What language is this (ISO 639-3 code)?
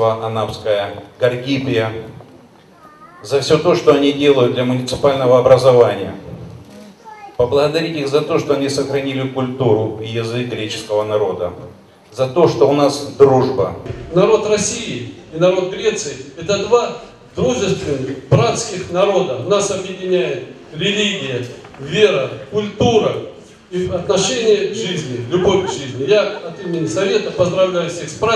rus